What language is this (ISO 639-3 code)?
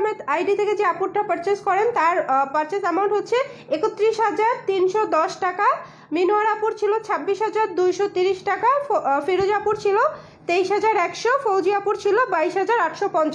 ben